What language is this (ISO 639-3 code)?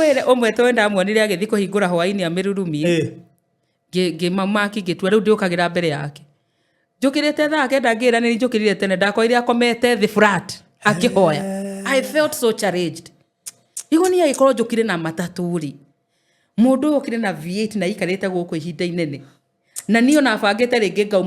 kik